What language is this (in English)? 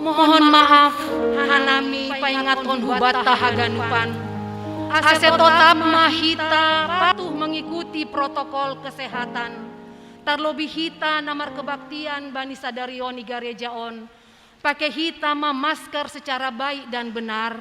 Batak Simalungun